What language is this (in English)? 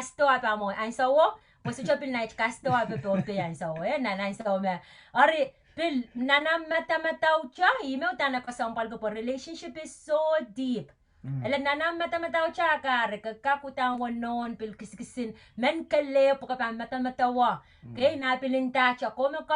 Pohnpeian